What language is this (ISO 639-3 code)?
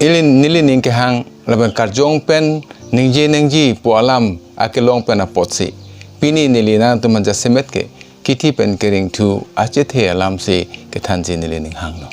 mjw